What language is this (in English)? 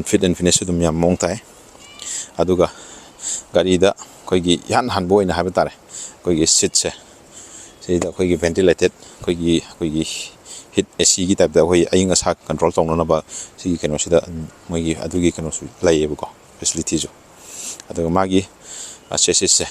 Manipuri